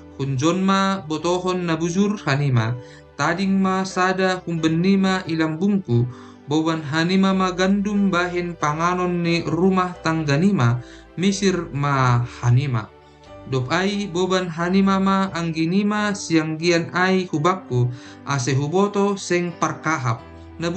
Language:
Batak Simalungun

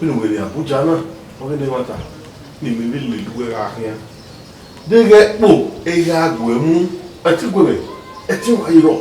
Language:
Bini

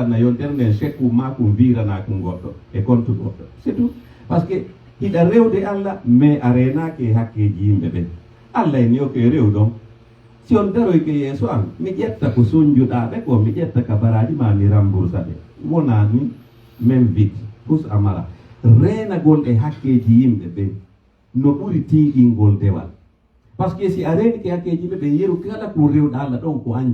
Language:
Pular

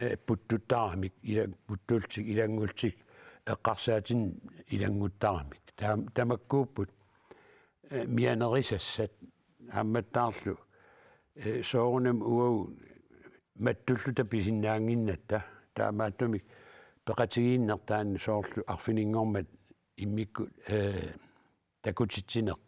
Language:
Kalaallisut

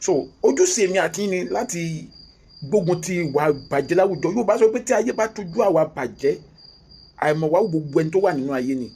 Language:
Yoruba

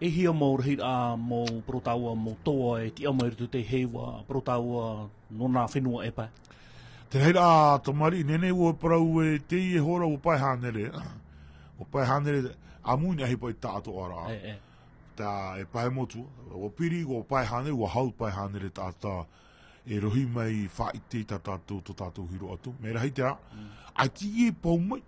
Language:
Tahitian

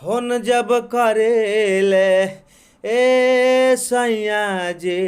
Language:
Bhojpuri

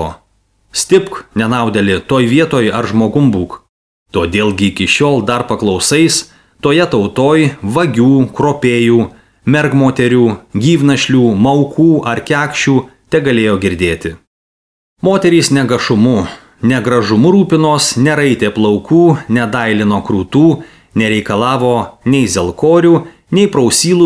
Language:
Lithuanian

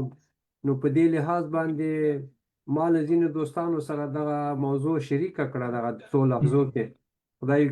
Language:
Pashto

